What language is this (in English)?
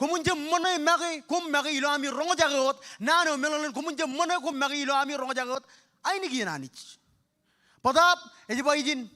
Marshallese